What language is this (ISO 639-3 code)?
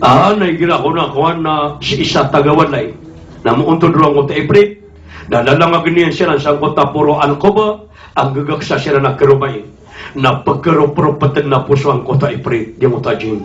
mrw